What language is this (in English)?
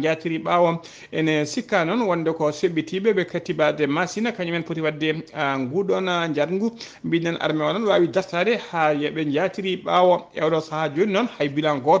Fula